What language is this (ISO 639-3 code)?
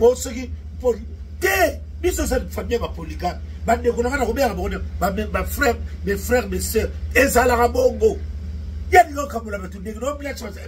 lin